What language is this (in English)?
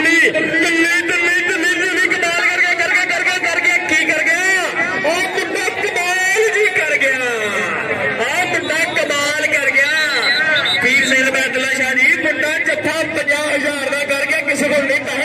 Punjabi